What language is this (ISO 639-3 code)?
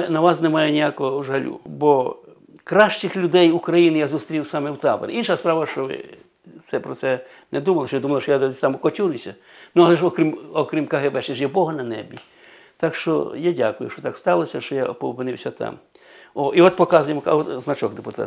ukr